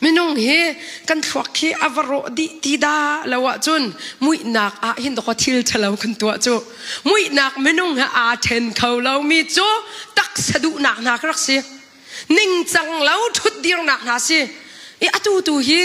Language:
Hakha Chin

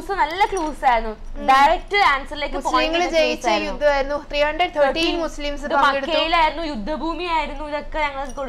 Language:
Malayalam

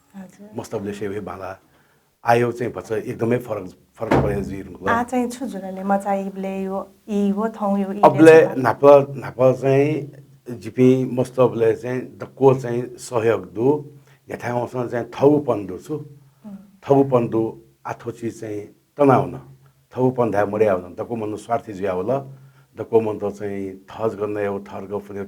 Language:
Newari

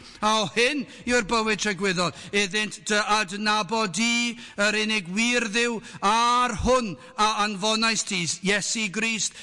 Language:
Welsh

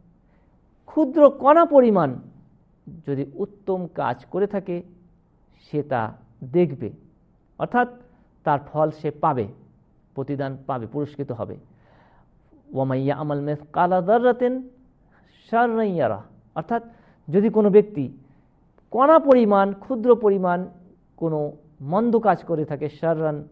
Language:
Bangla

